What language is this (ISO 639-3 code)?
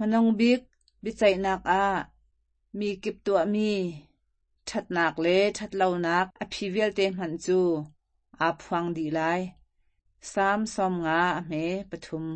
cnh